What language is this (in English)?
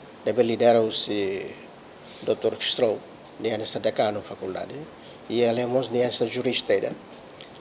Tetum